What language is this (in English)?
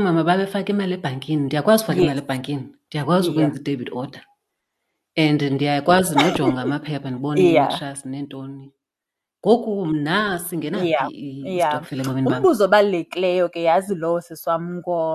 Xhosa